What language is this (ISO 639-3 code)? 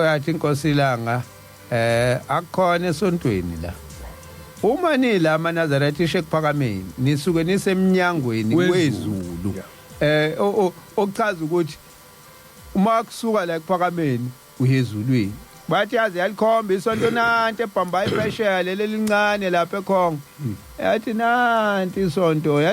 zul